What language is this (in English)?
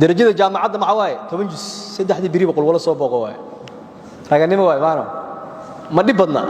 Somali